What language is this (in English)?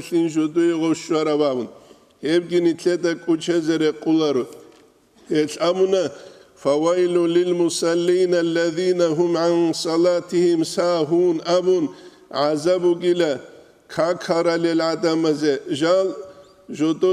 Avaric